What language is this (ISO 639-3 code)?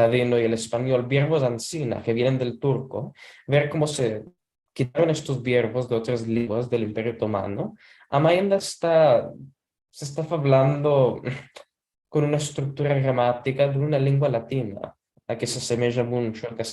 lad